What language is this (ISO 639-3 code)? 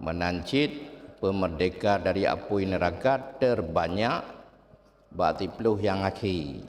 ace